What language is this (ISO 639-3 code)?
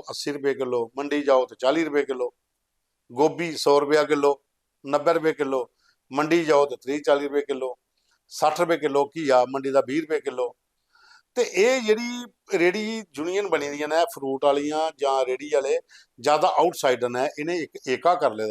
doi